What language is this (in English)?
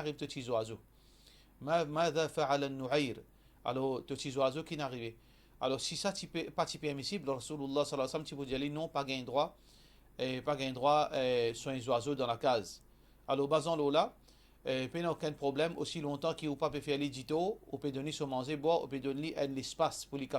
Morisyen